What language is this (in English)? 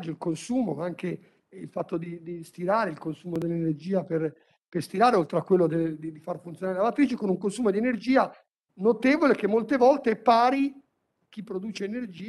Italian